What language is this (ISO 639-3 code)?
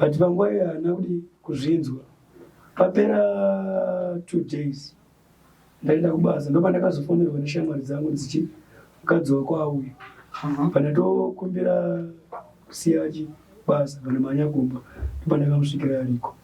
sna